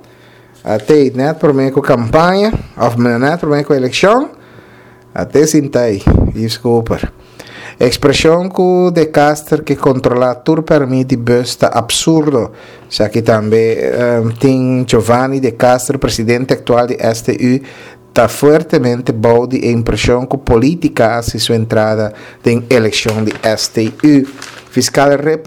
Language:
Papiamento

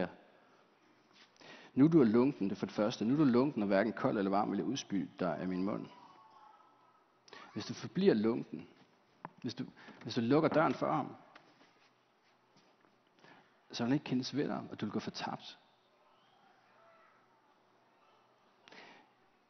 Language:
Danish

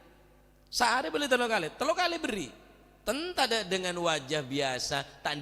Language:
Madurese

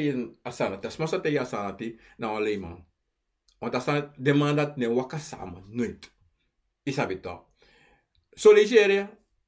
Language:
Sranan Tongo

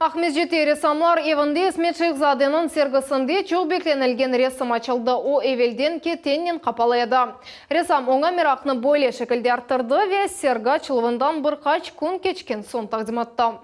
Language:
Crimean Tatar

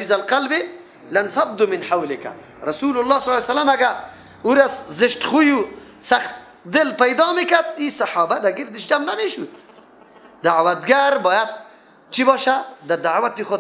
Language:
Persian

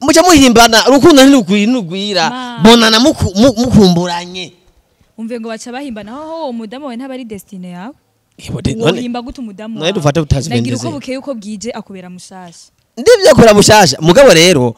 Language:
Rundi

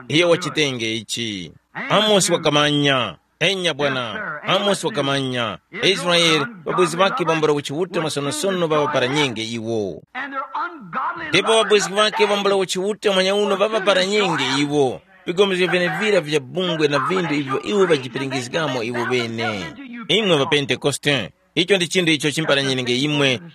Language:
Tumbuka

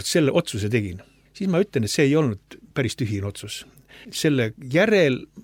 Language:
Estonian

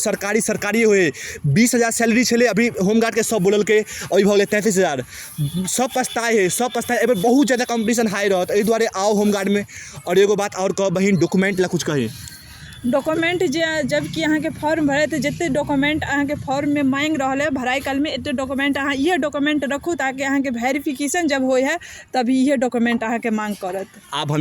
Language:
Maithili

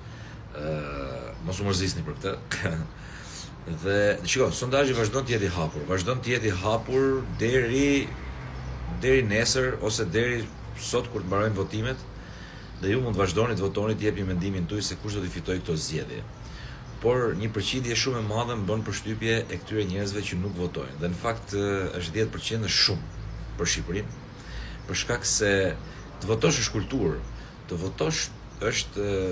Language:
Albanian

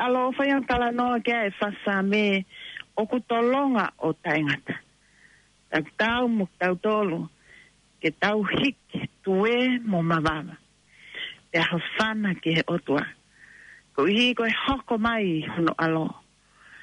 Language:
Tongan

